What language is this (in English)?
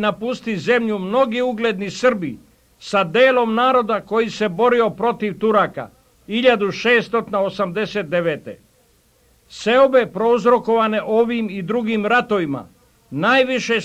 Serbian